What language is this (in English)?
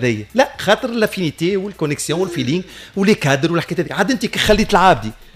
Tunisian Arabic